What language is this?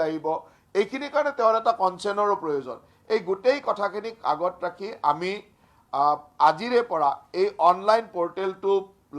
Assamese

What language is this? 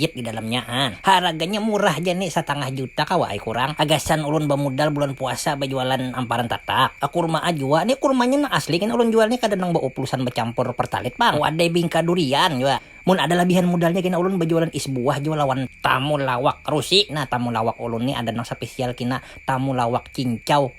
Banjar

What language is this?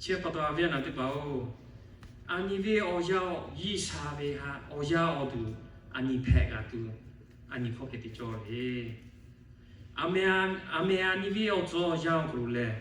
Lahu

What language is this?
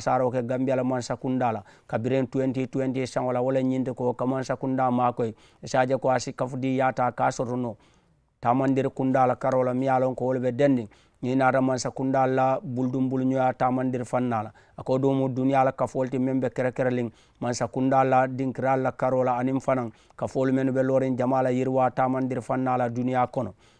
Mandingo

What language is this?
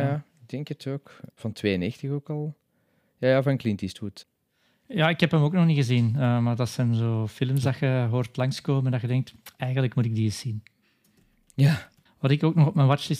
Dutch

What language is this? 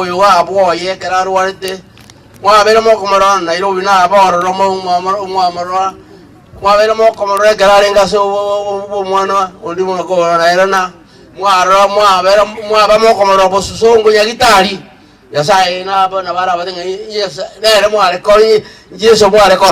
Gusii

